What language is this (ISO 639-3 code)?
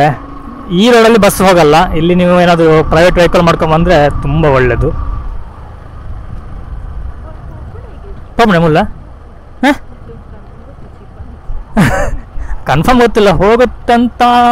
kan